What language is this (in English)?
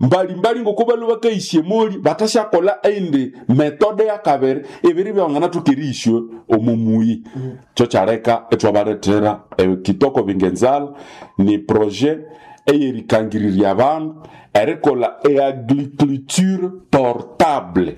Nande